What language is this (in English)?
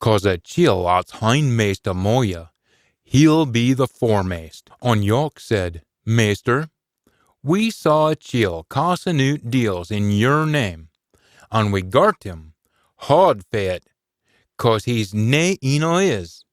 Scots